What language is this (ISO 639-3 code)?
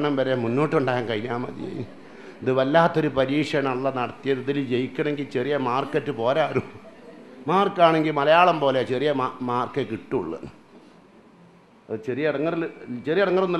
mal